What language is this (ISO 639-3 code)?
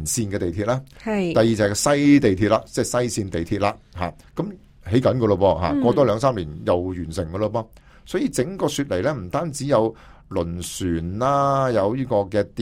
yue